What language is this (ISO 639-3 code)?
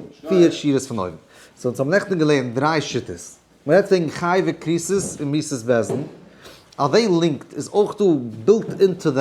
yid